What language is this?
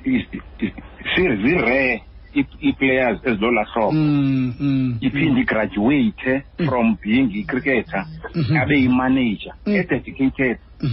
Xhosa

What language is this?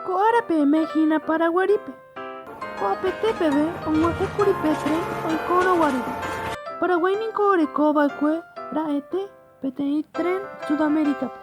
Guarani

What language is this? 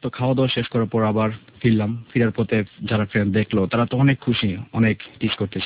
Bangla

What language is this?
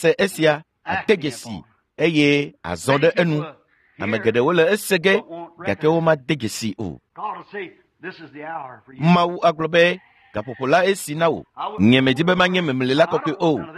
Ewe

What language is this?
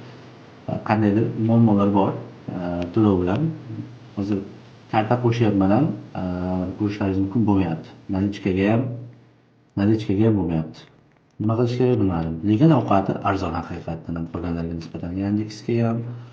Uzbek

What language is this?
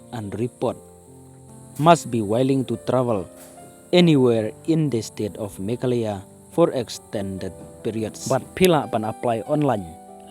Khasi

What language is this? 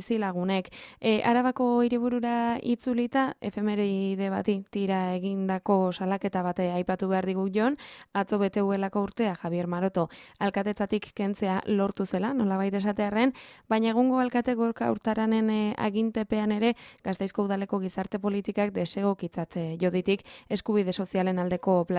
Basque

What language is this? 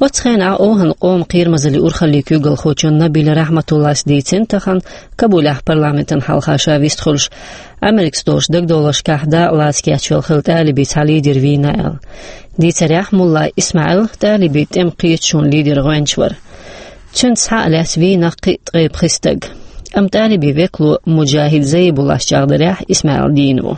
Chechen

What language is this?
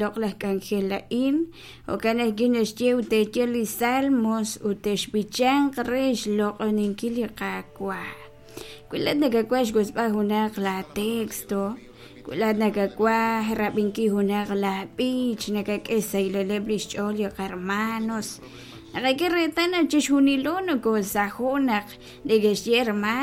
Kekchí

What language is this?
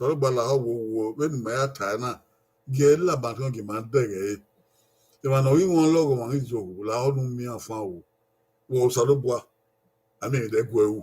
Bini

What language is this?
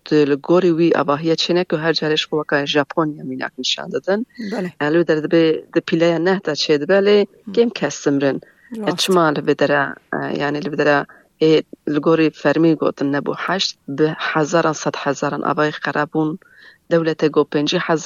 Kurdish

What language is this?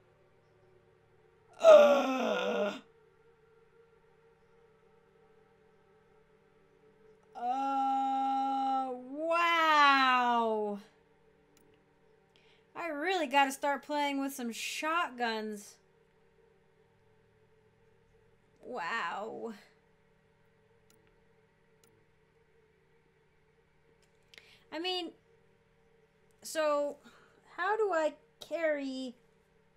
English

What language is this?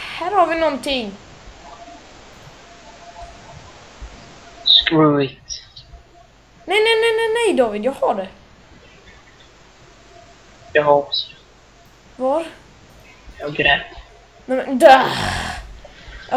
Swedish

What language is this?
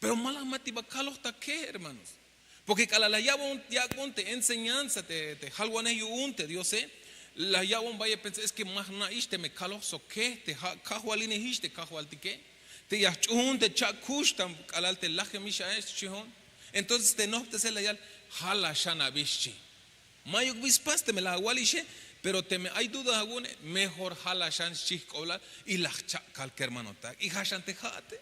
Tzeltal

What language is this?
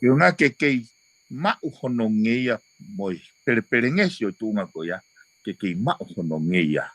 Tongan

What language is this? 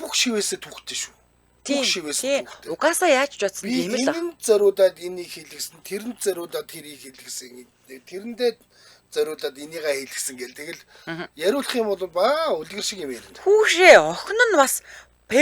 Mongolian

